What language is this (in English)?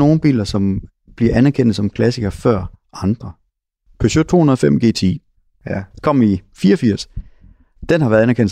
Danish